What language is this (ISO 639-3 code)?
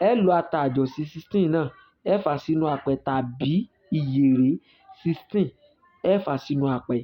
yor